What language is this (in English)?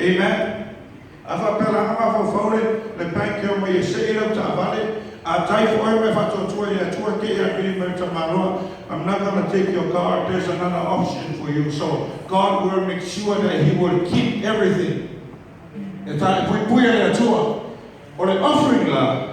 Samoan